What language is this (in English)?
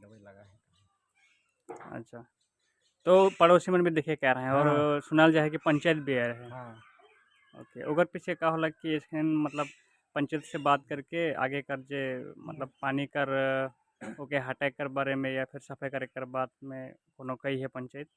Sadri